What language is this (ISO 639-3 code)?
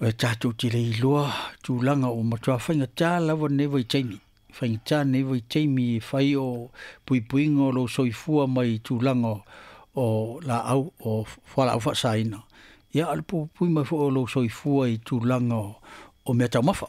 smo